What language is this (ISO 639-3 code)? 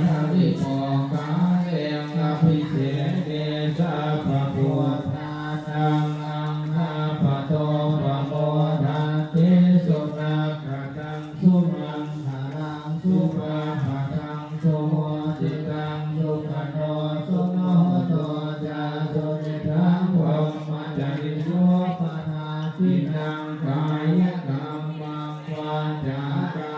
pli